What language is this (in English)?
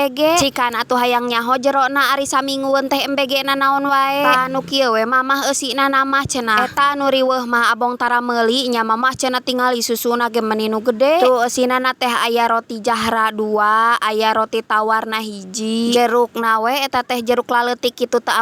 Sundanese